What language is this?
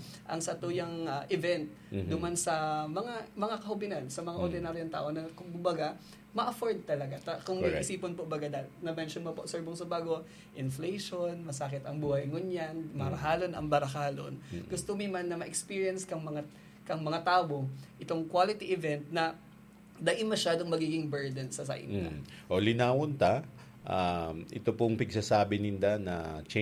Bikol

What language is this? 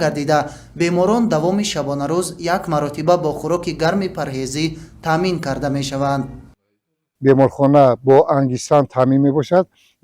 Tajik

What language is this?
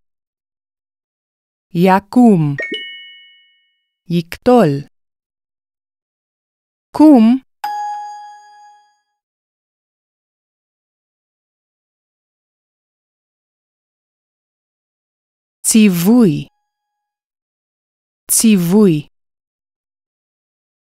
Hebrew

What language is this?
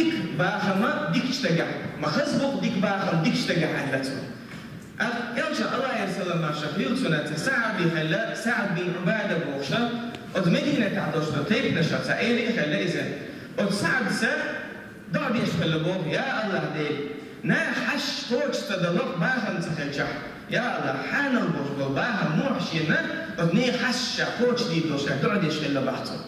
Chechen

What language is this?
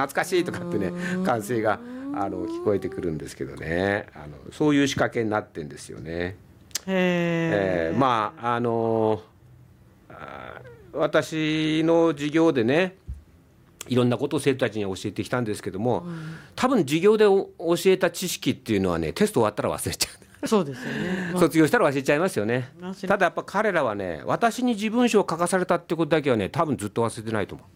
Japanese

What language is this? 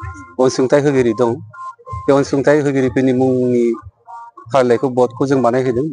Bodo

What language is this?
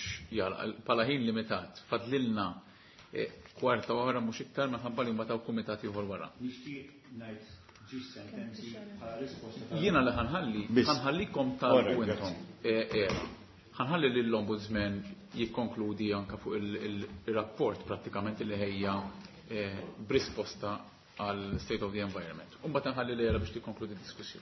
Maltese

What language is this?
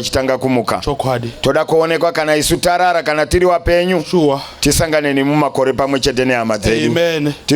Shona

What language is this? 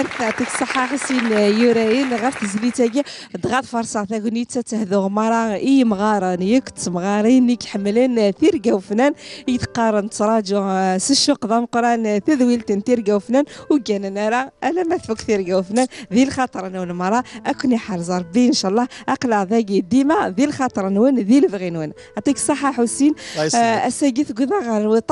Kabyle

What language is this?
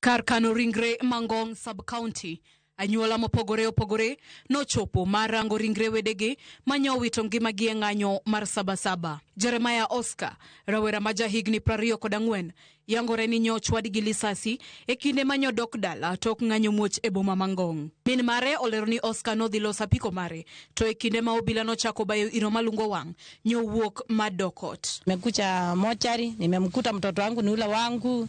Luo (Kenya and Tanzania)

